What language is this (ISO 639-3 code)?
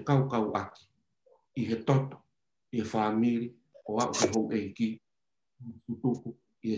ton